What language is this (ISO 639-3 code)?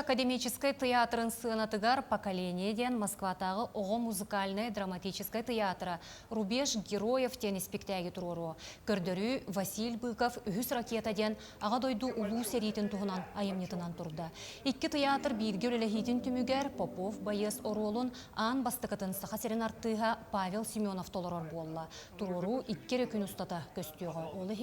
sah